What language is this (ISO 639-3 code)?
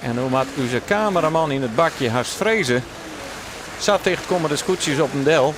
fry